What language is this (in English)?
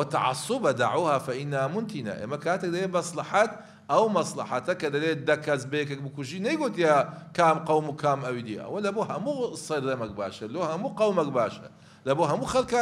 Central Kurdish